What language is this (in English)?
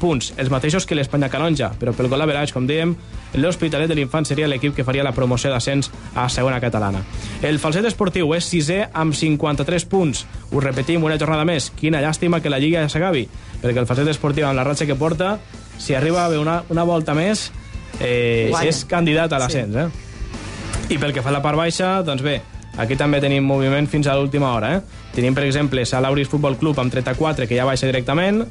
Catalan